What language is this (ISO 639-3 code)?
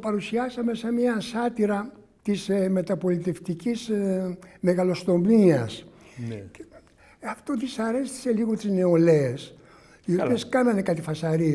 ell